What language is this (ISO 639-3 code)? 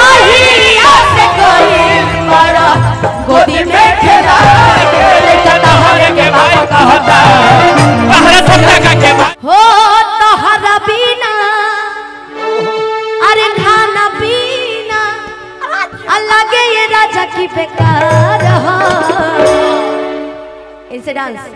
bho